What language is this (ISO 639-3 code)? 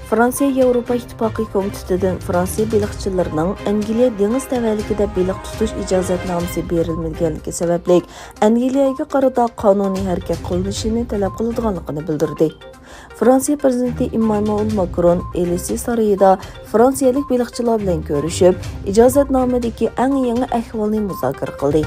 uig